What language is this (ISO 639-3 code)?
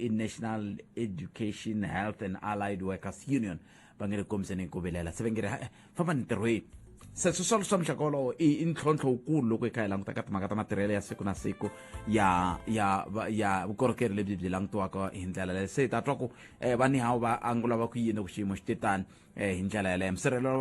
tso